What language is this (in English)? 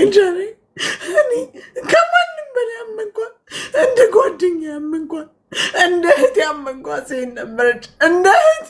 Amharic